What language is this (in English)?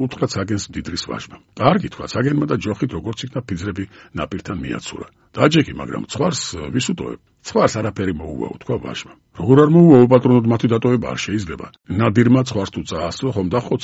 Georgian